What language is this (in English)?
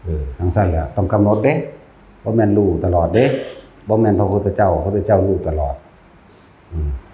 Northeastern Thai